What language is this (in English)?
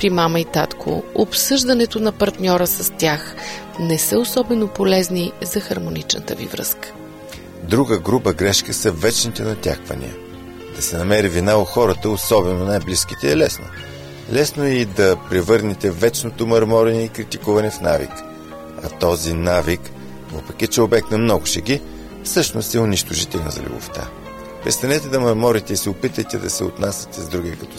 Bulgarian